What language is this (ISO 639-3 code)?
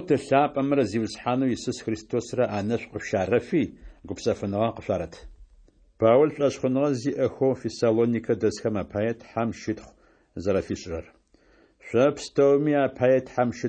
ady